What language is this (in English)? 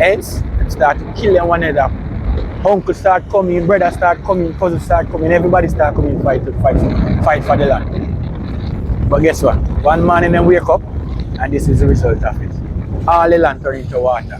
Jamaican Creole English